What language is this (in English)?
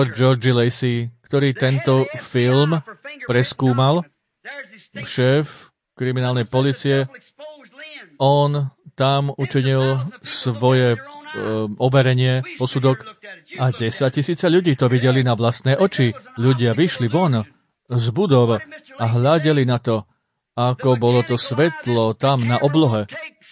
Slovak